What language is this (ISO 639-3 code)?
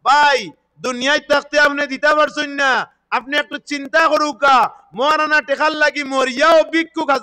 syl